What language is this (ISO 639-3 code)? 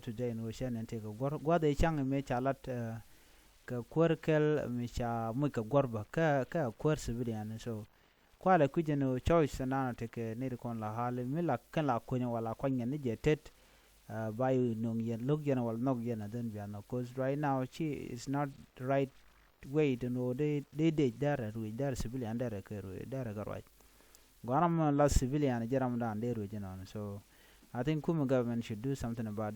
nus